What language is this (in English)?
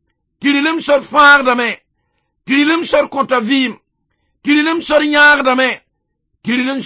Mossi